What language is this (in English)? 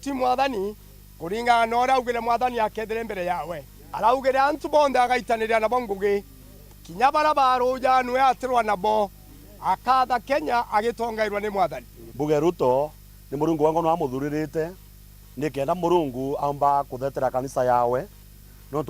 Meru